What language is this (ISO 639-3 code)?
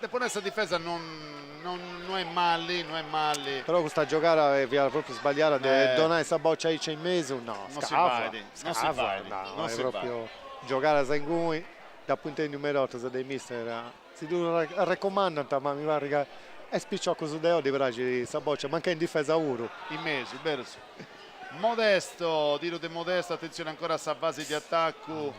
srd